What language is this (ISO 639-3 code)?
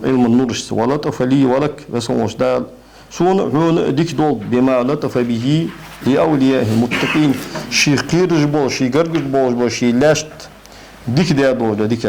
inh